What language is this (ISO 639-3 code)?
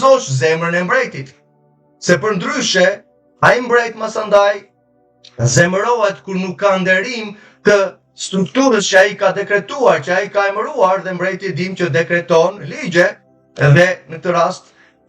sqi